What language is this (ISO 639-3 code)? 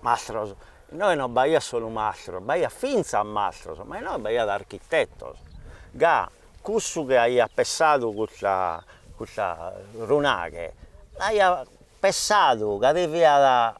srd